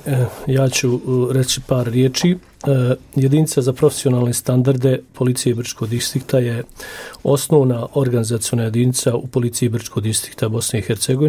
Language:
Bosnian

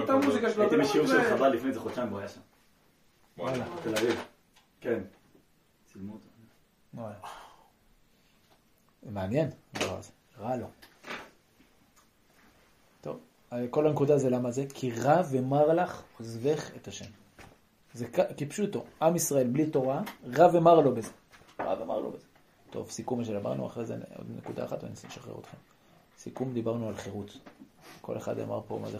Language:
Hebrew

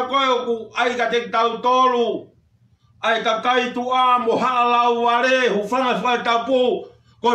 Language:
Tongan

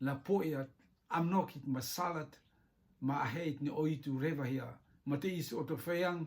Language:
Rotuman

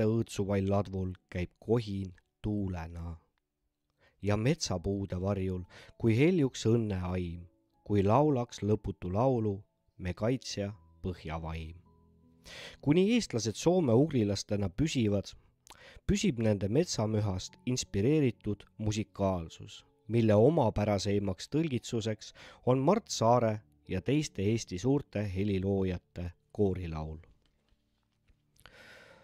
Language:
Estonian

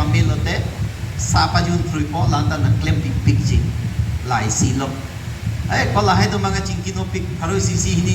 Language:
Karbi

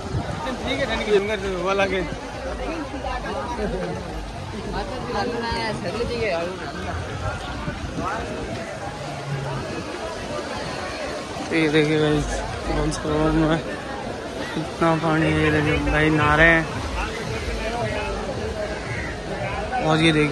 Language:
Hindi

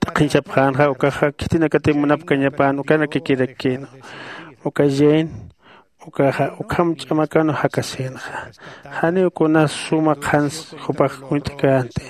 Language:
Aymara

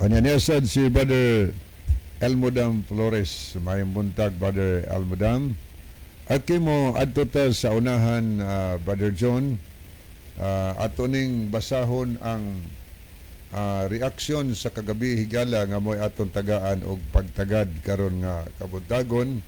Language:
Cebuano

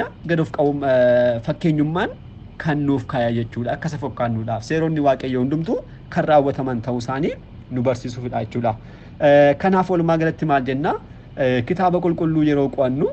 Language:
Oromo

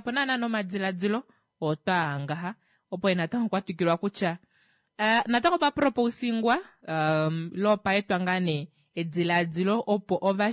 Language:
Kuanyama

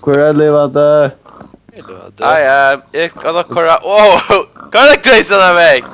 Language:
Faroese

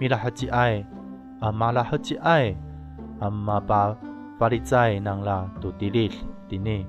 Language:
Amis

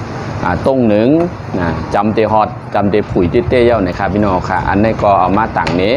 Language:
Shan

